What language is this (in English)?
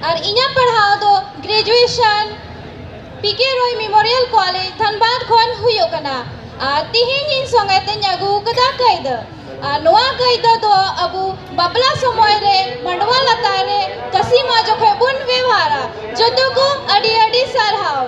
Santali